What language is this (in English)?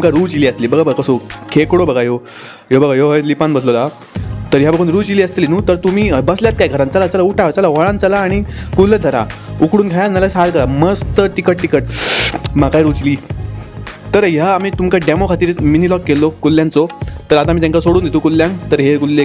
Konkani